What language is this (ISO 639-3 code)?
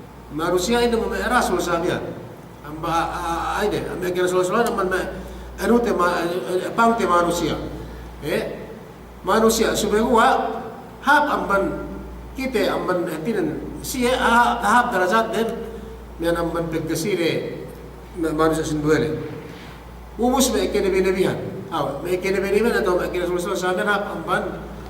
yka